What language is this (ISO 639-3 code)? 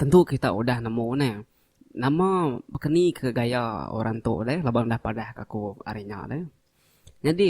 iba